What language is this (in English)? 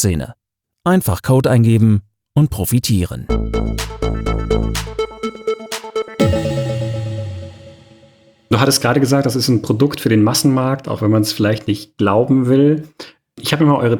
German